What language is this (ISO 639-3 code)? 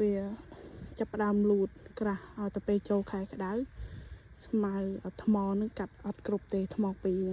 khm